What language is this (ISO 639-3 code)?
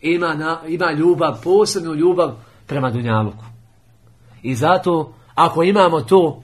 bos